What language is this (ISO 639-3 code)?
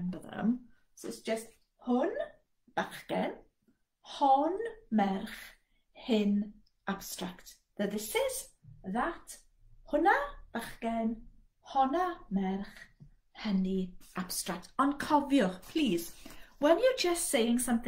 cym